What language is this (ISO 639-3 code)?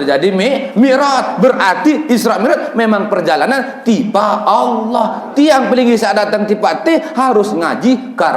sas